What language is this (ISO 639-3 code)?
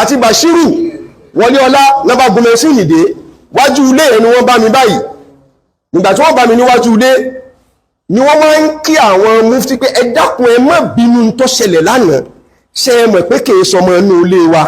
yor